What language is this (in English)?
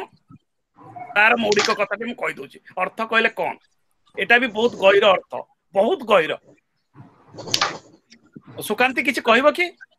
Odia